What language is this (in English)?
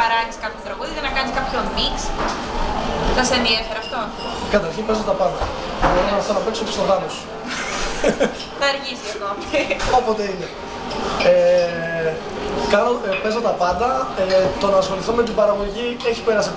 Greek